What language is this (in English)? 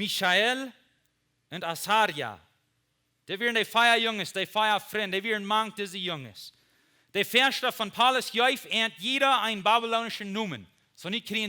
Plautdietsch